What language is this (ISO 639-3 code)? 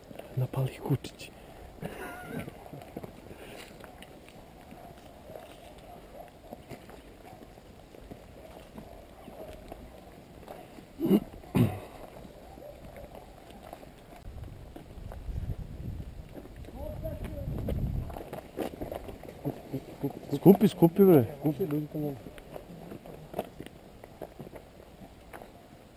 srp